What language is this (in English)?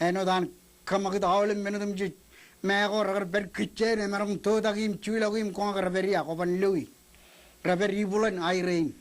Marshallese